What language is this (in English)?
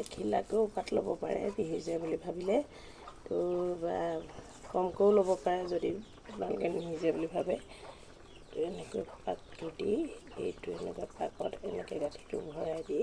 Assamese